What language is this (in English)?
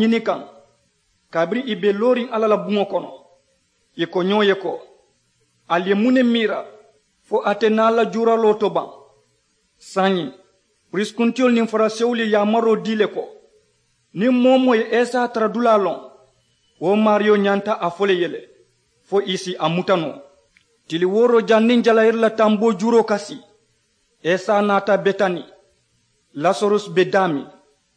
Mandingo